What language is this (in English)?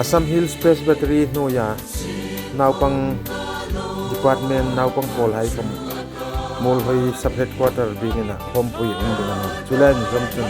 Hmar